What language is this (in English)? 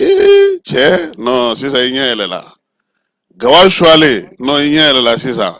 Bambara